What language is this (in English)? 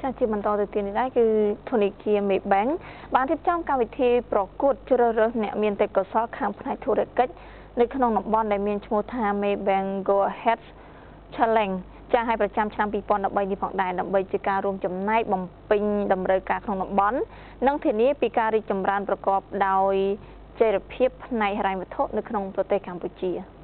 Khmer